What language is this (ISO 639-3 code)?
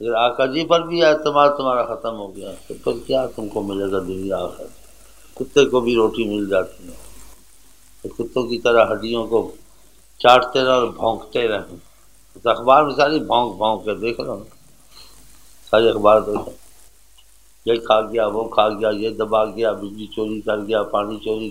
urd